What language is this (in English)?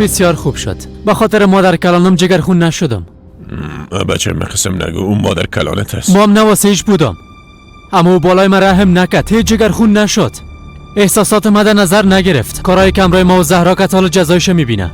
Persian